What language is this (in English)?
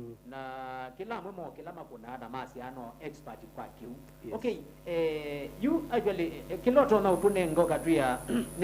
Kamba